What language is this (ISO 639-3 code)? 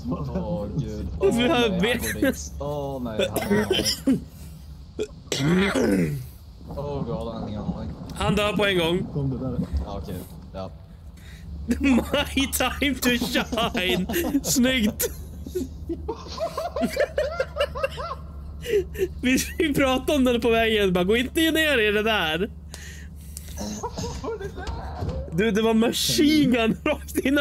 swe